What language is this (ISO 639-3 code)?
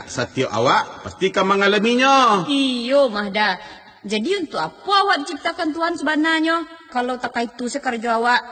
min